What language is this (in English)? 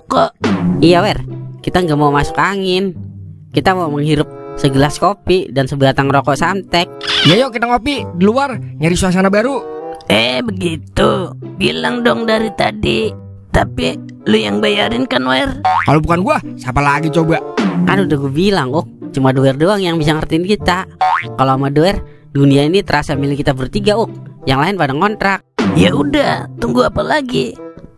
Betawi